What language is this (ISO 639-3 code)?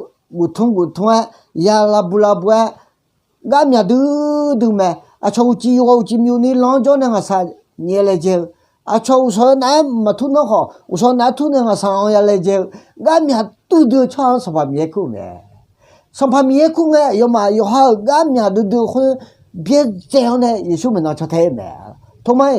ahk